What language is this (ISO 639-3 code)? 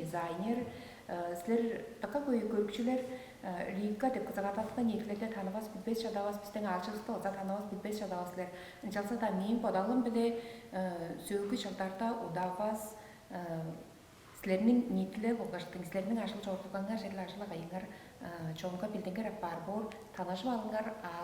tyv